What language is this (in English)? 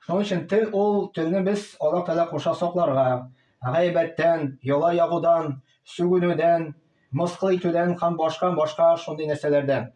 Tatar